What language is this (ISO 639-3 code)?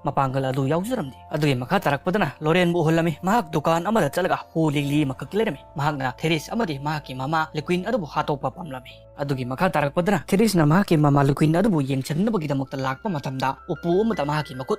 mni